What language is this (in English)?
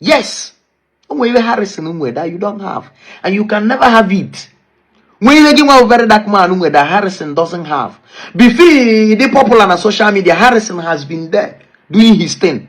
Igbo